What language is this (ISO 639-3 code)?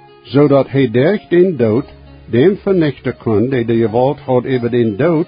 pdt